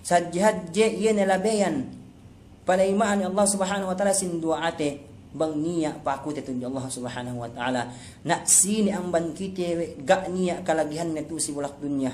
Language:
Yakan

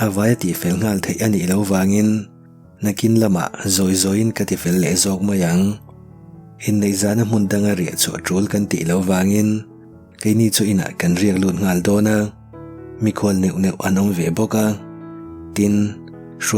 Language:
Mizo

